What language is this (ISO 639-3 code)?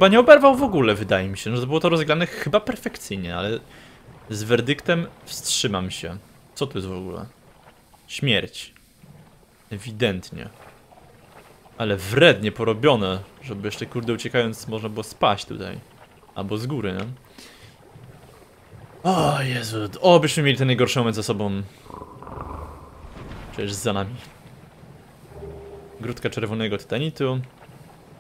pol